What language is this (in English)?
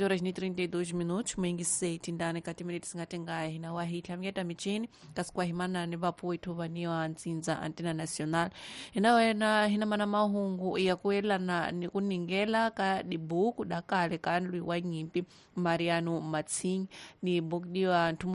Tsonga